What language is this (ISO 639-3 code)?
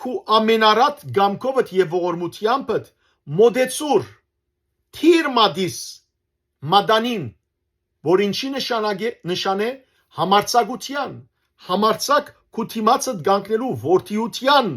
hyw